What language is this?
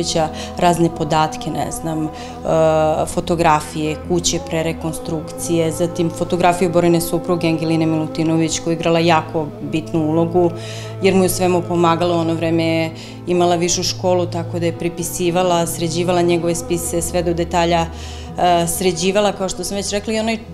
Serbian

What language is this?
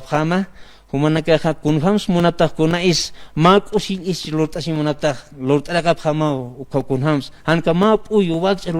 Aymara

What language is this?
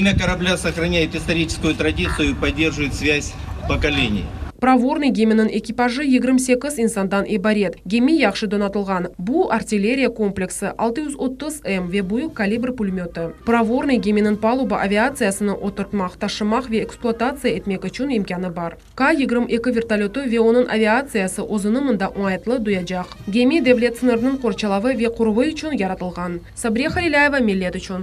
Crimean Tatar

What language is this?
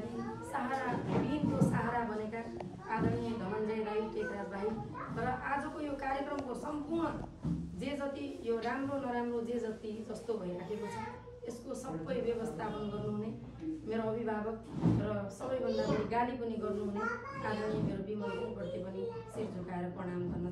Nepali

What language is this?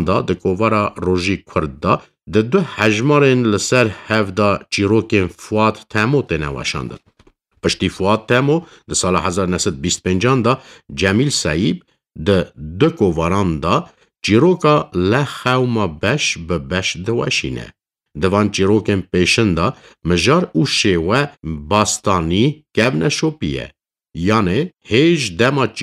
Kurdish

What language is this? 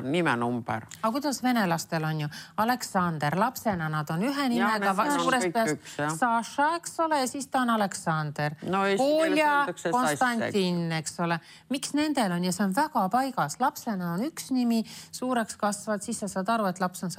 Estonian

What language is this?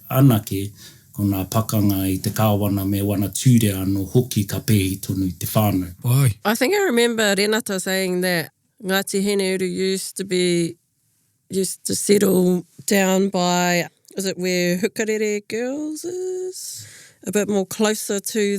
Māori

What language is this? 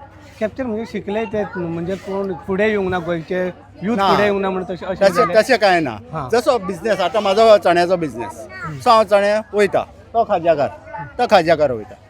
Konkani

